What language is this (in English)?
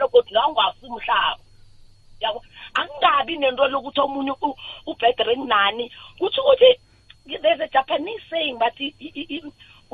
South Ndebele